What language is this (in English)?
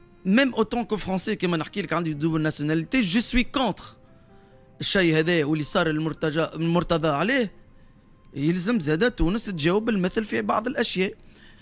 Tunisian Arabic